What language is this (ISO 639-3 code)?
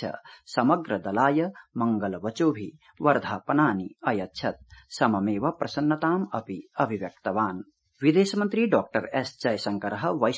san